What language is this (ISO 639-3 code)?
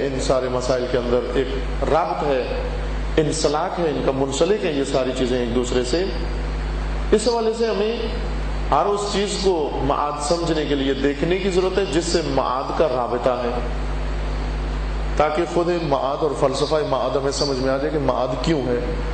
urd